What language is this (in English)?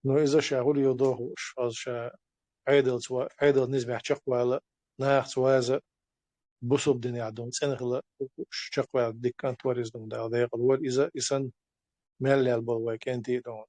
Chechen